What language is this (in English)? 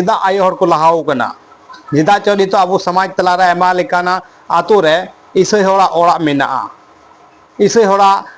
Santali